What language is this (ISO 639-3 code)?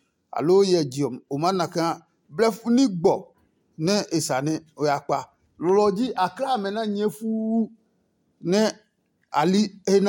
ada